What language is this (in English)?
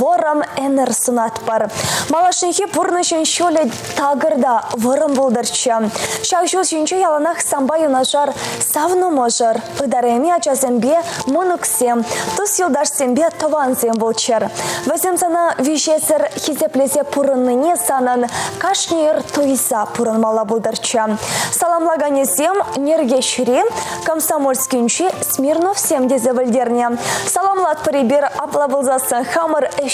Chuvash